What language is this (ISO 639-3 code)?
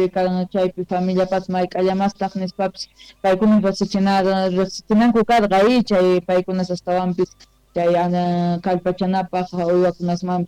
quh